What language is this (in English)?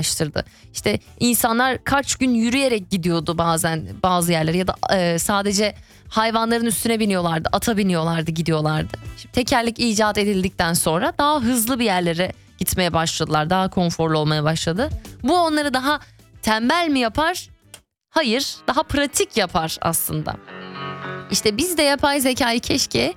Turkish